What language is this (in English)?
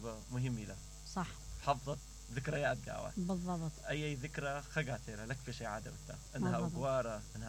Mesopotamian Arabic